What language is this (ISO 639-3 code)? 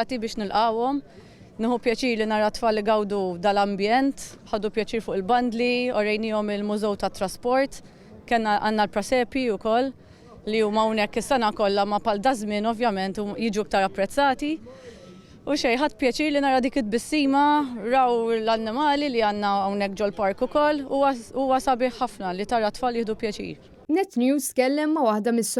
mlt